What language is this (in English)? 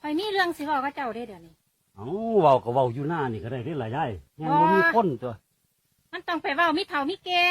Northeastern Thai